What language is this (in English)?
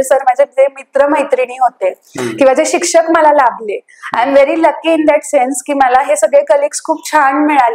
Marathi